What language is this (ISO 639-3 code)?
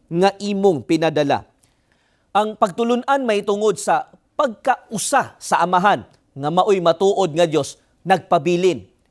ceb